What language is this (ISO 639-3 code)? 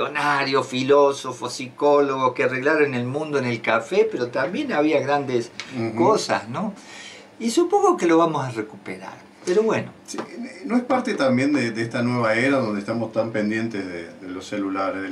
spa